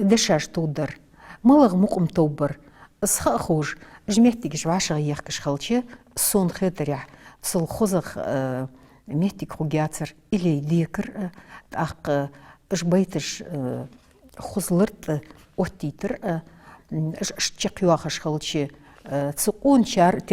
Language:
Ingush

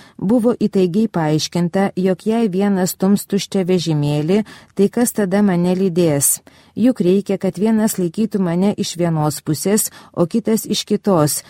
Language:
Lithuanian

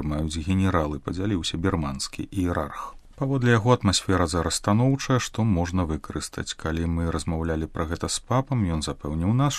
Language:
Belarusian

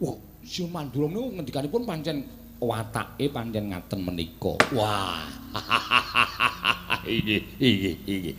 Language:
Javanese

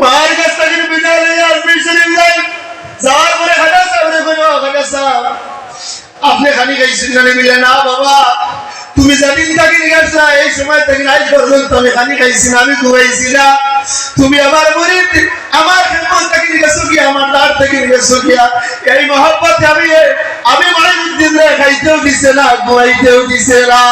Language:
Sylheti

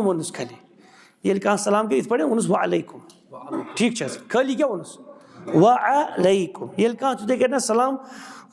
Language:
Kashmiri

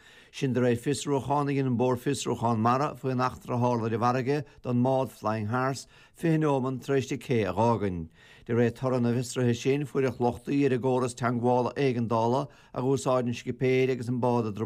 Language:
Irish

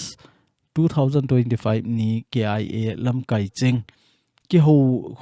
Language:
Thado Chin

